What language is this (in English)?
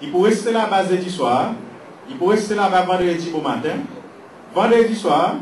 Seselwa Creole French